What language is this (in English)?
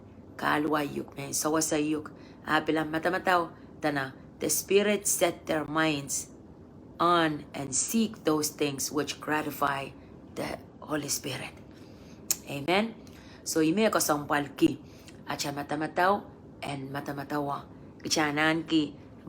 Pohnpeian